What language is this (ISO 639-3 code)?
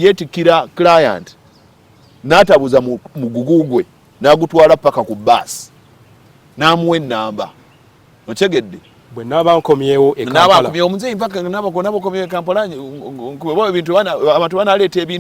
lug